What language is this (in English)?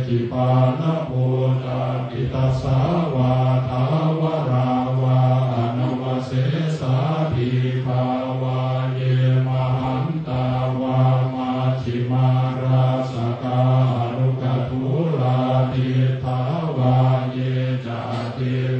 Pali